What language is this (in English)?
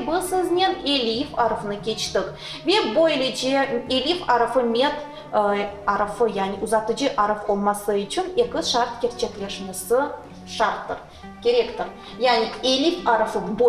Crimean Tatar